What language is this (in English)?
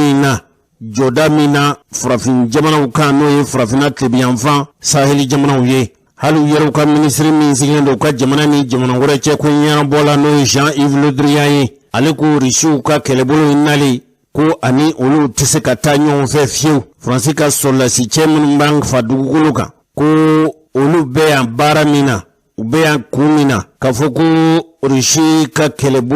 Bambara